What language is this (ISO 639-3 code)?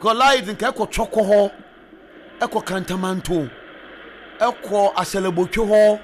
aka